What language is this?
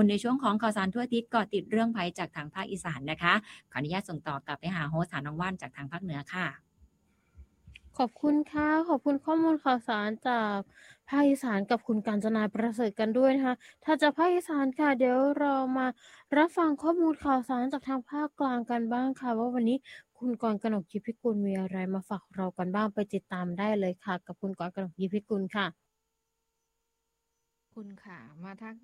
Thai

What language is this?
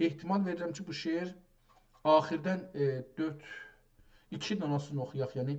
South Azerbaijani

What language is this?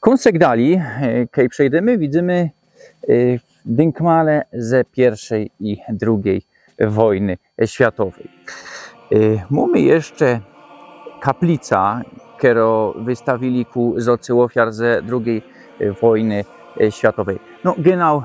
Silesian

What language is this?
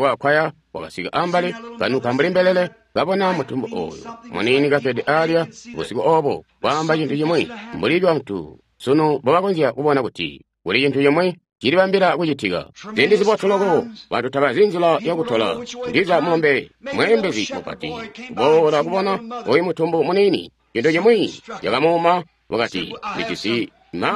Tonga (Zambia)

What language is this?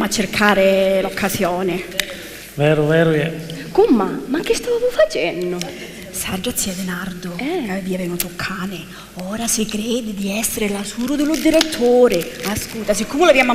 Sicilian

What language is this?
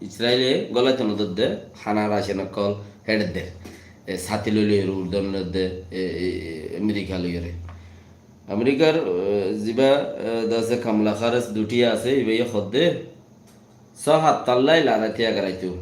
Rohingya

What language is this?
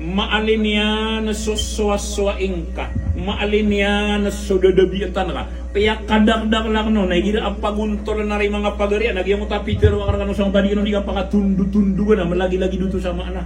Maranao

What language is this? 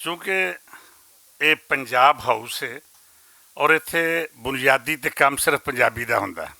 Western Panjabi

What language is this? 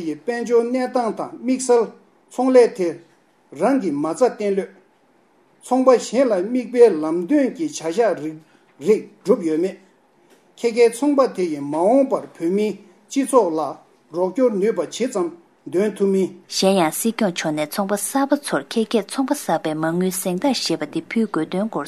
Tibetan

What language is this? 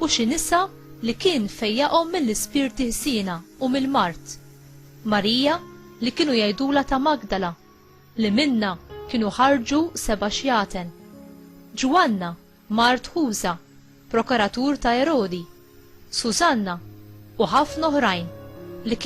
Maltese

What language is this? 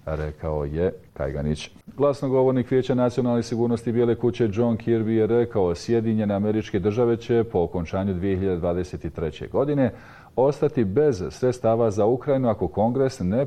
Bosnian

